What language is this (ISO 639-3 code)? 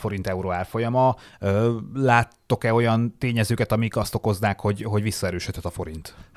hun